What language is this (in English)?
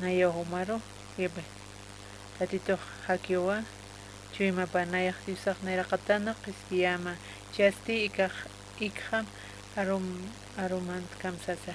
Aymara